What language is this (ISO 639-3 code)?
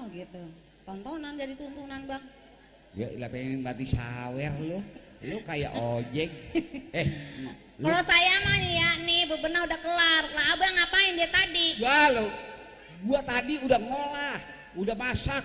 bew